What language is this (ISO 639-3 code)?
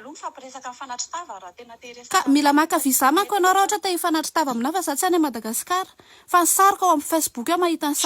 mlg